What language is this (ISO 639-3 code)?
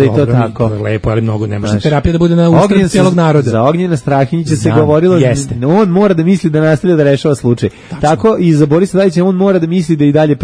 srp